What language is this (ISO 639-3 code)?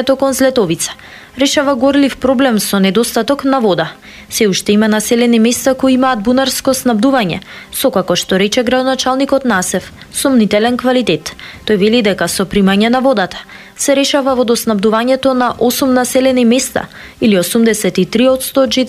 mkd